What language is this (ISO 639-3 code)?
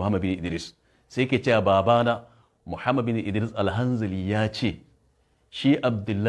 hau